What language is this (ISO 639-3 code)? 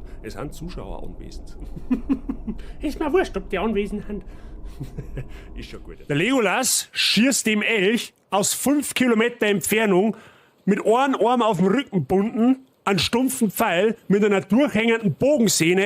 bar